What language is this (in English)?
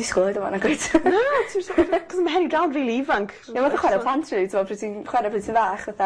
Welsh